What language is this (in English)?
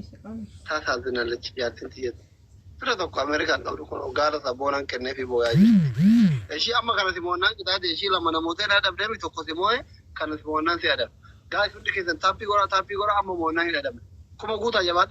Oromo